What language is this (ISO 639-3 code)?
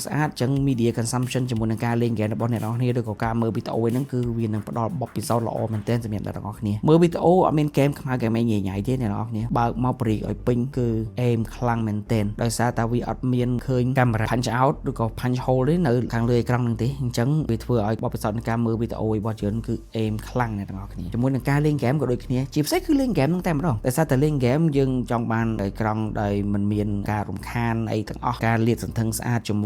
khm